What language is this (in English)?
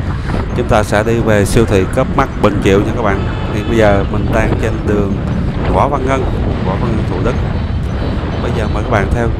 Vietnamese